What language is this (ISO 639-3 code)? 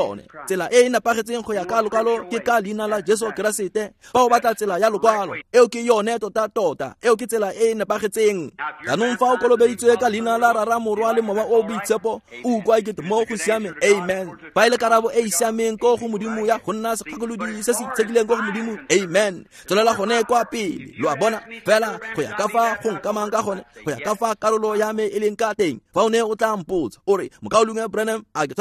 tsn